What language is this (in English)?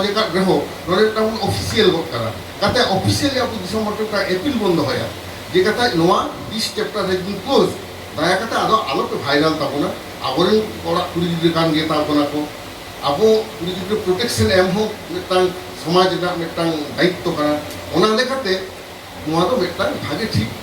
Santali